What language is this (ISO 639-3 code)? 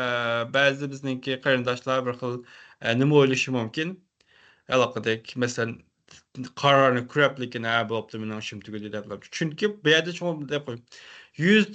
uig